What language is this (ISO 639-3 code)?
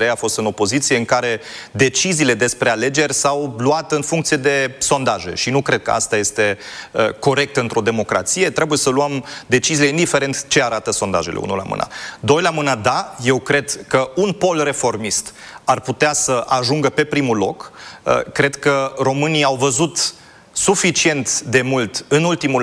ron